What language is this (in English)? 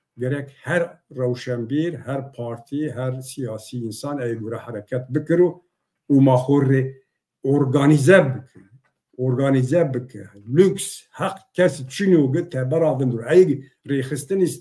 Zaza